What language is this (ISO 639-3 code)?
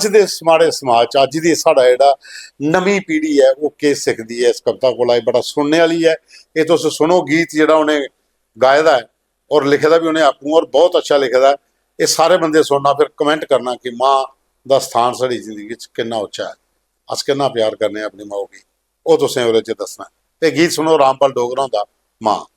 doi